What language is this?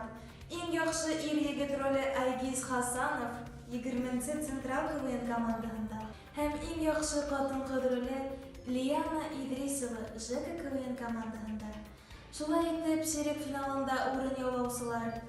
Bashkir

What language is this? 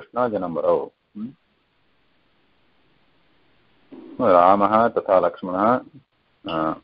Sanskrit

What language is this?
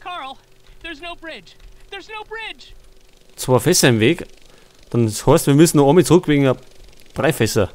Bavarian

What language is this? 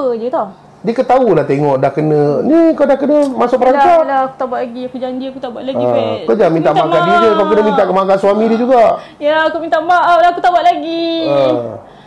Malay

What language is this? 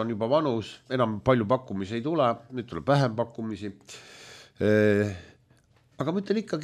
Estonian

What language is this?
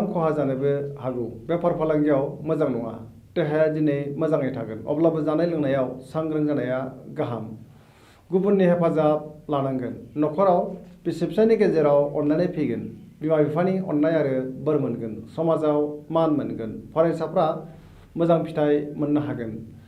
Bodo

